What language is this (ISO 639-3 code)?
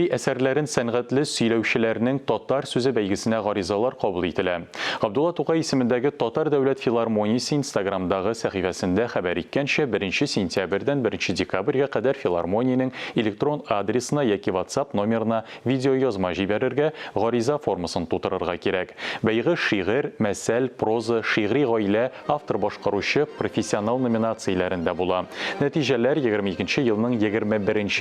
tat